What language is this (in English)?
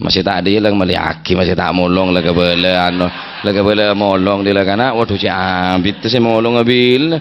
Madurese